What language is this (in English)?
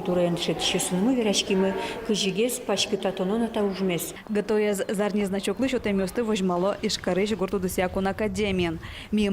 Udmurt